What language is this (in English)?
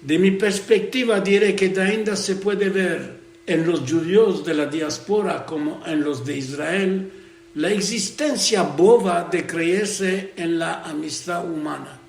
Ladino